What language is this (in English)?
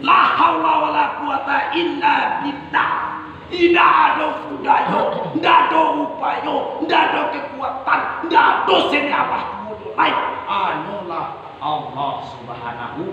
Minangkabau